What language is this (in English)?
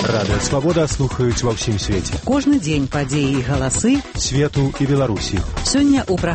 Belarusian